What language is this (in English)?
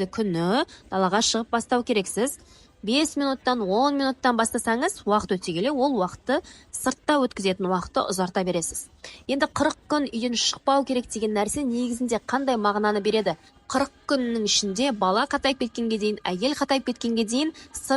Kazakh